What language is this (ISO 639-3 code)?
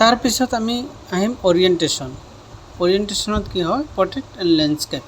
asm